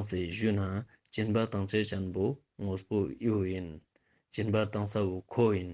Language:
Ladakhi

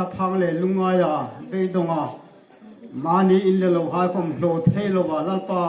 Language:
Hmar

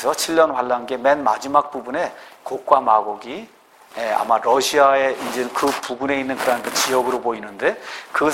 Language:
Korean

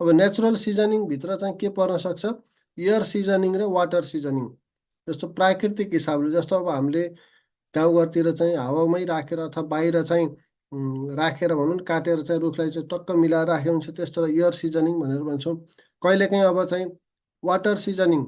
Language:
Nepali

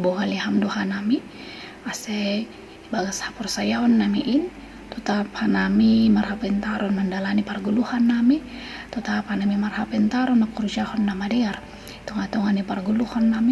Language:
Batak Simalungun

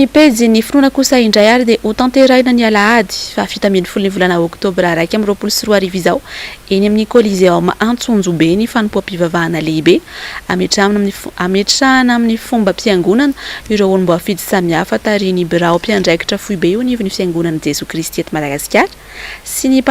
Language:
Malagasy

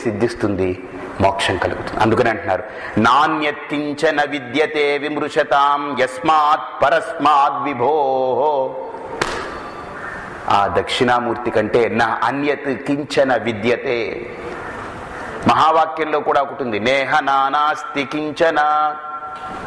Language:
Telugu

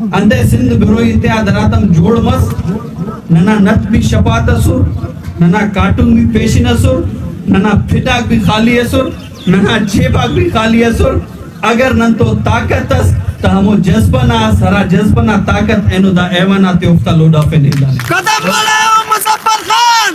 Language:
Brahui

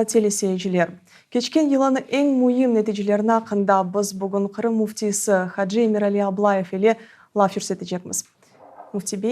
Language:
Crimean Tatar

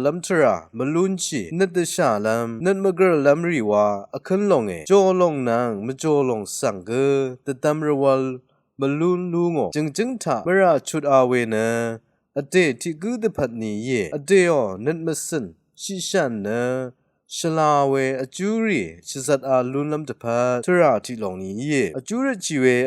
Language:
Rawang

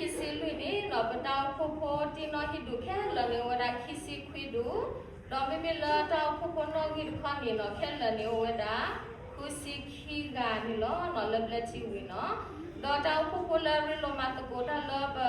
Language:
S'gaw Karen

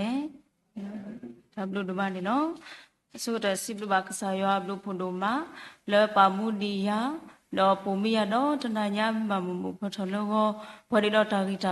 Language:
S'gaw Karen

